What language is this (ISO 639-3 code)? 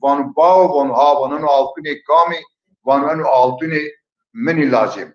zza